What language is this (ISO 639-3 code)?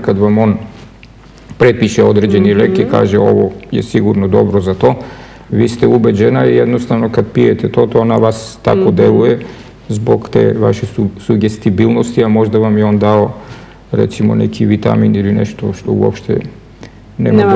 srp